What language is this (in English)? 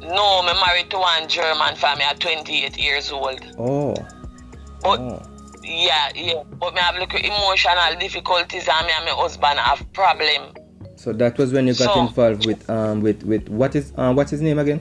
Jamaican Creole English